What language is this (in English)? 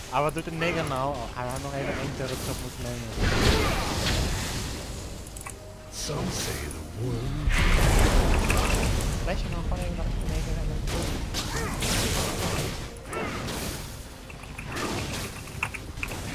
Dutch